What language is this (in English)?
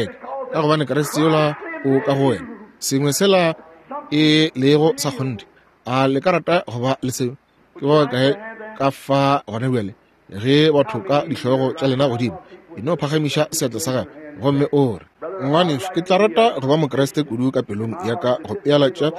Northern Sotho